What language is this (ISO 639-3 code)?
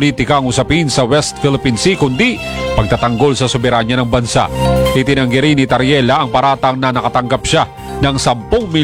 fil